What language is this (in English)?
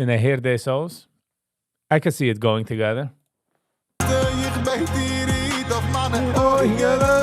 Yiddish